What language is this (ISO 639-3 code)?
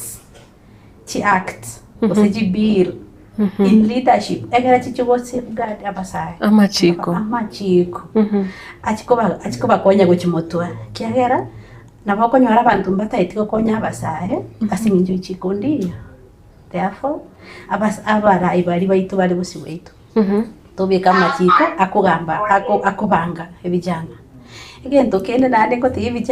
guz